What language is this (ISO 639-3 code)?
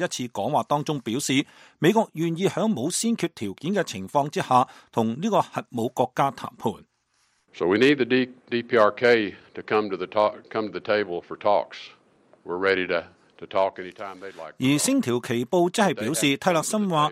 yue